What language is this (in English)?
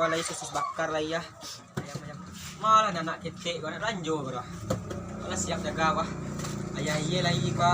Minangkabau